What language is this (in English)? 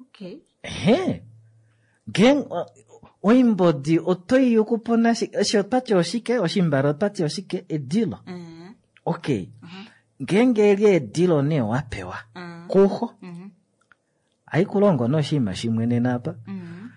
Kuanyama